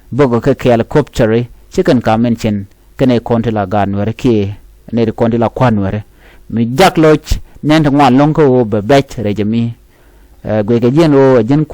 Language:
Nuer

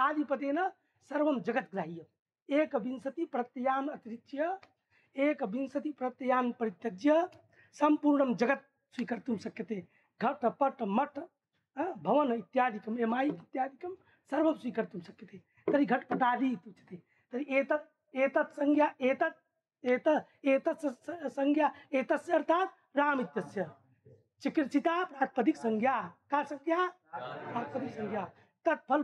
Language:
Sanskrit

